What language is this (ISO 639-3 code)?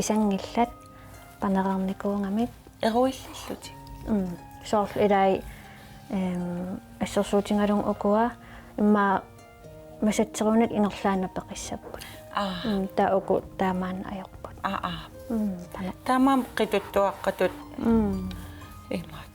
kal